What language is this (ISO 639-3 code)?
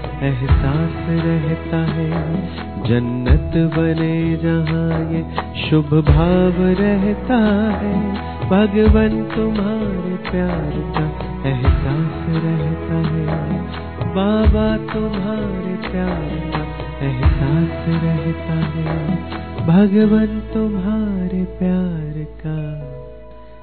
hin